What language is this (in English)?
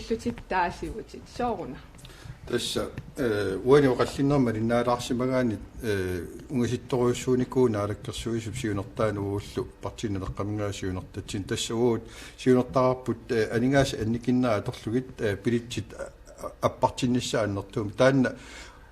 Kalaallisut